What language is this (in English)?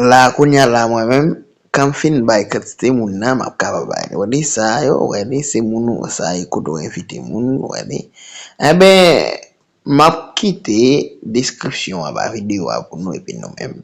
Haitian Creole